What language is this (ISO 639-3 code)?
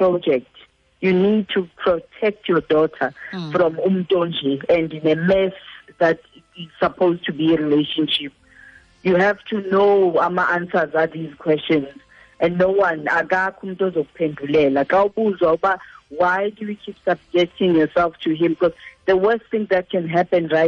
xho